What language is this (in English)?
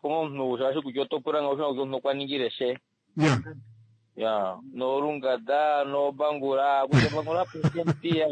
Kuanyama